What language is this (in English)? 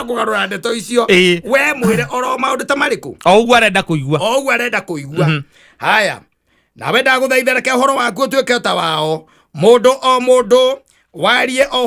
Kikuyu